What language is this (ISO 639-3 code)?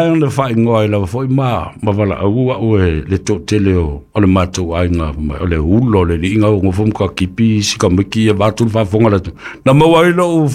smo